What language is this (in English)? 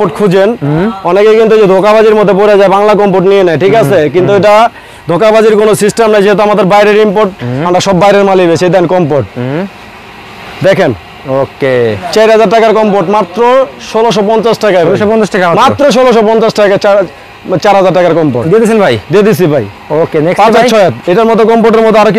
Bangla